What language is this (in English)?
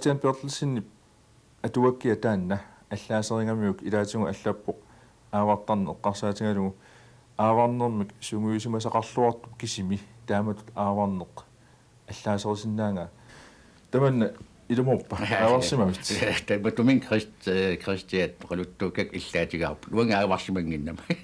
Kalaallisut